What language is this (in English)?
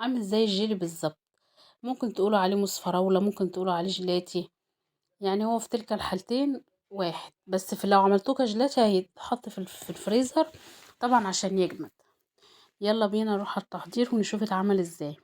Egyptian Arabic